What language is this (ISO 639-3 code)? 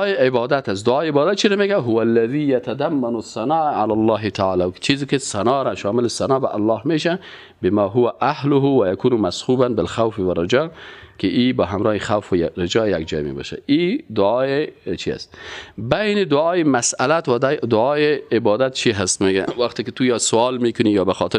fas